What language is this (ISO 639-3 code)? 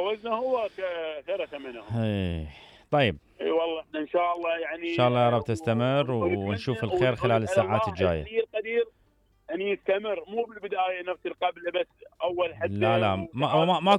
acm